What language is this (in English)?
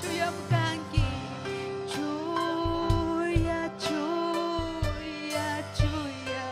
Ayacucho Quechua